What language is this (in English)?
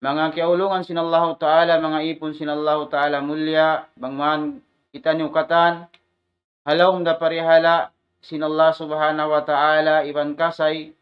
Tausug